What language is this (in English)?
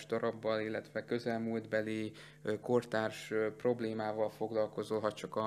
Hungarian